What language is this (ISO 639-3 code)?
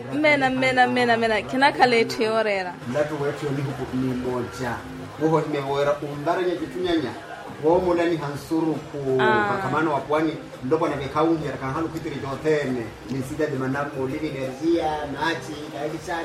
vmw